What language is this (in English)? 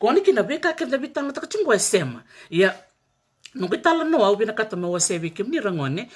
Fijian